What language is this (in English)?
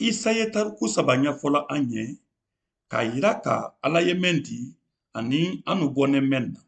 Mandingo